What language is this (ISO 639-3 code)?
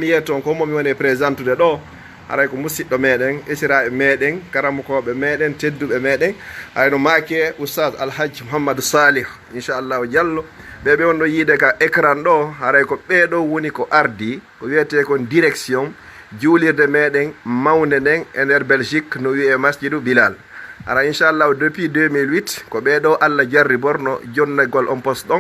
ful